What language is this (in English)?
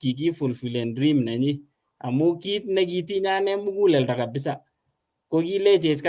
Kalenjin